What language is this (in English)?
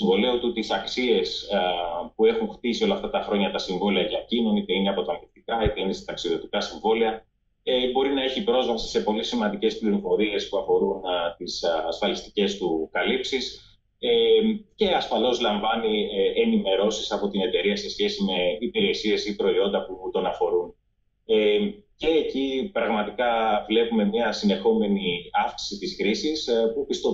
Greek